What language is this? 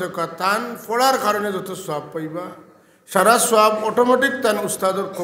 Sylheti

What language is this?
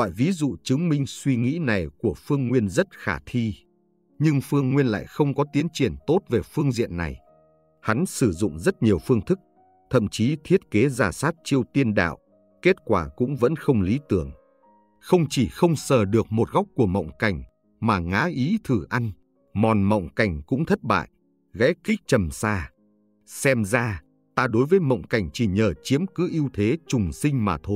Vietnamese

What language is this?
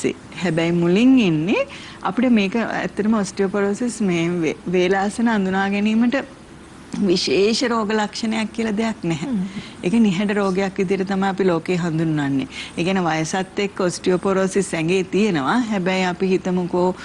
Sinhala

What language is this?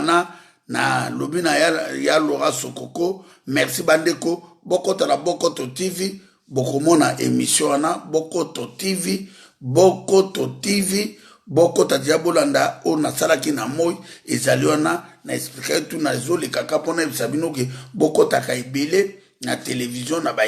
Lingala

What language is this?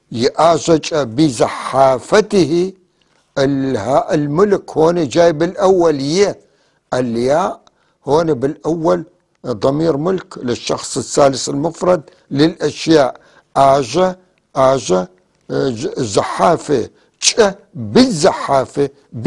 North Levantine Arabic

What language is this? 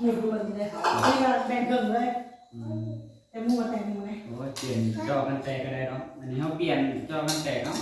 Northeastern Thai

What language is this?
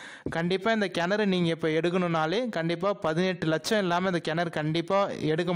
Tamil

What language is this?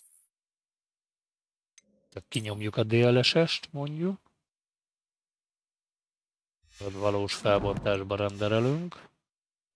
Hungarian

